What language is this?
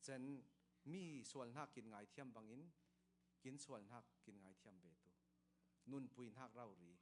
Falam Chin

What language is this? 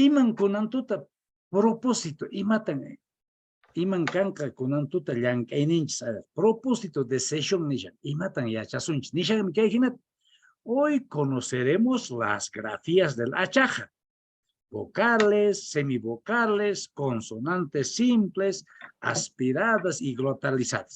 Quechua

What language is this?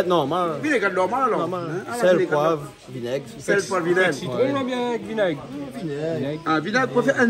Réunion Creole French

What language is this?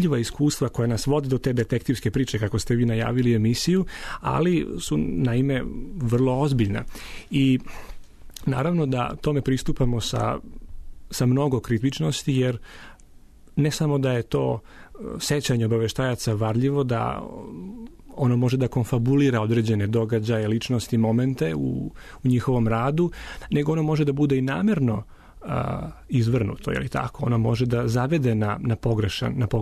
Serbian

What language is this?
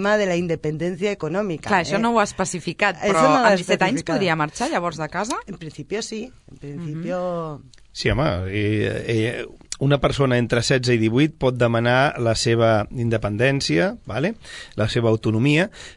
Catalan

